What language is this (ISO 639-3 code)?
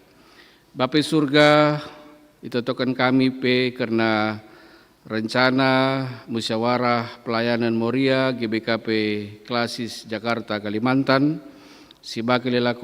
btx